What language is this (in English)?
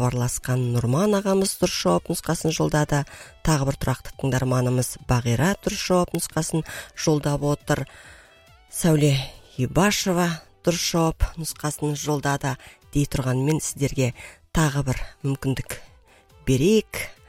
Kazakh